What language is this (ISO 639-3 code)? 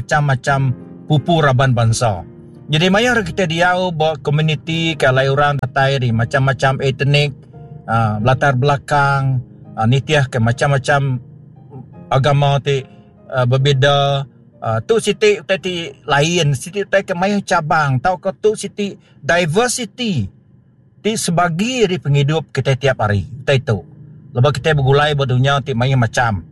iba